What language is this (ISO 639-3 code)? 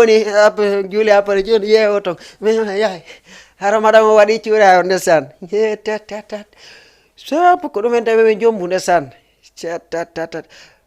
ful